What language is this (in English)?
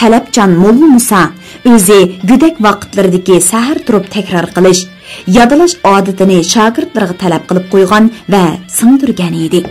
Uyghur